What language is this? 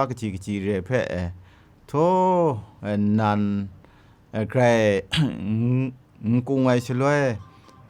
Kachin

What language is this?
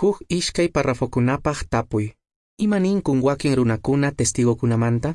Quechua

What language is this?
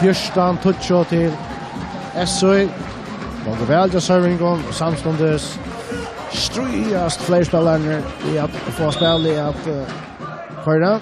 Faroese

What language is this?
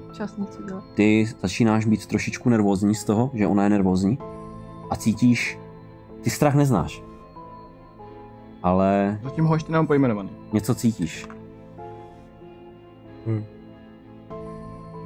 Czech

